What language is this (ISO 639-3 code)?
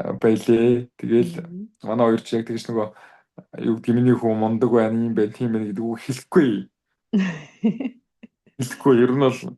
mon